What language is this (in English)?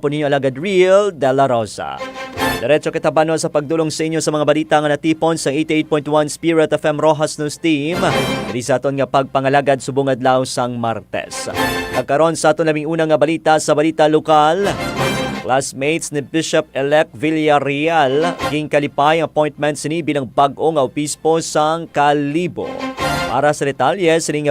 Hiligaynon